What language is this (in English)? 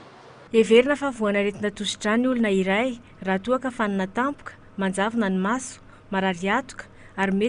Malagasy